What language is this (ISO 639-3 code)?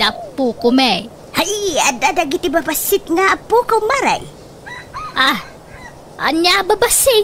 ilo